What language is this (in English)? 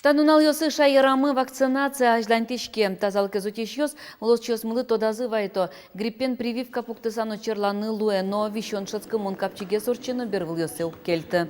Udmurt